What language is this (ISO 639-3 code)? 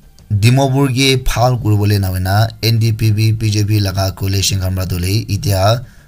nag